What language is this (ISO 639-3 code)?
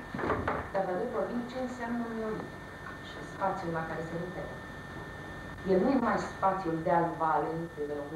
ron